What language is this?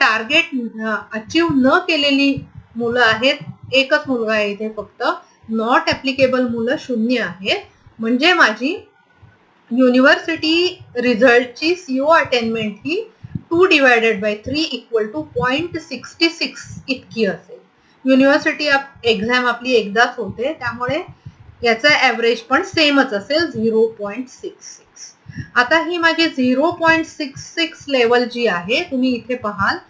Marathi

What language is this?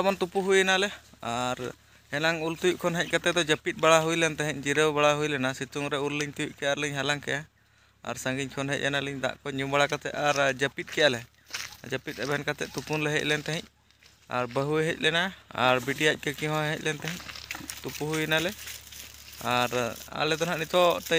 Santali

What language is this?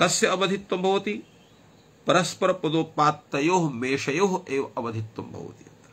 Sanskrit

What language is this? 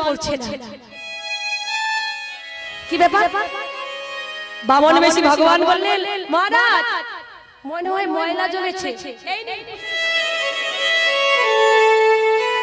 Bangla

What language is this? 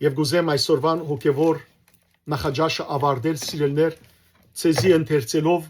Western Armenian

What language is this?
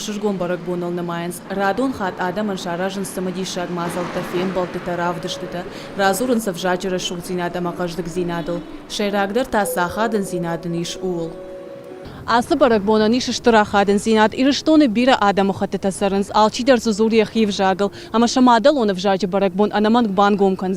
Ossetic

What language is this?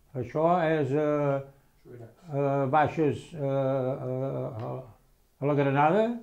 Catalan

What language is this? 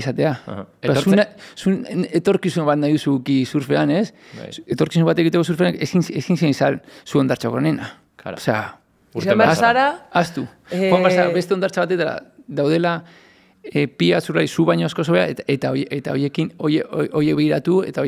Basque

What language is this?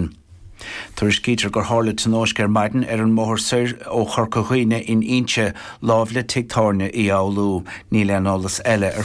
Irish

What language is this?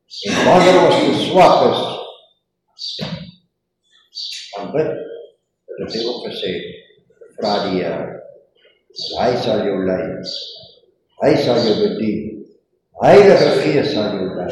Afrikaans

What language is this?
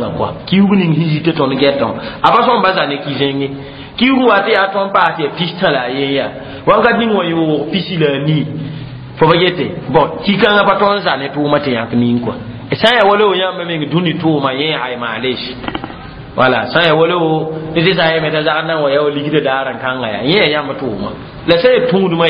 Mossi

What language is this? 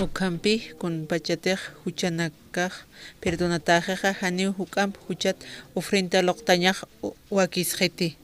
Aymara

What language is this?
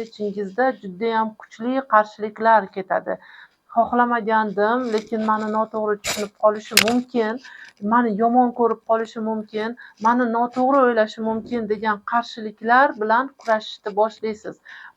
Uzbek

